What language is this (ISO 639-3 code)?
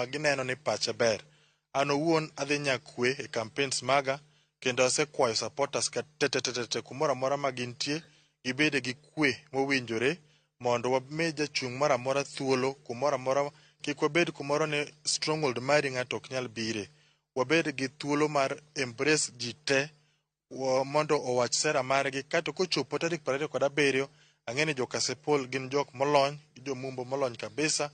luo